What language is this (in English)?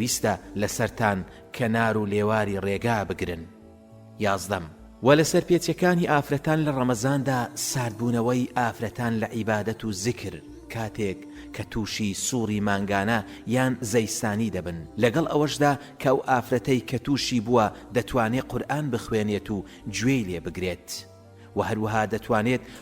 Central Kurdish